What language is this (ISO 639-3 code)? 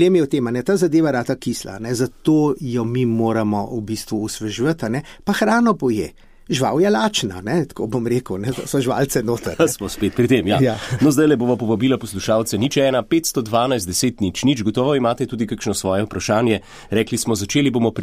slv